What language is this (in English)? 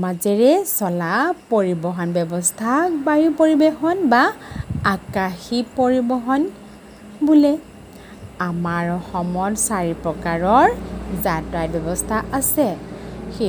Assamese